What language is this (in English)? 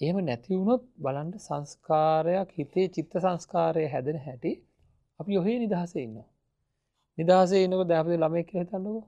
Sinhala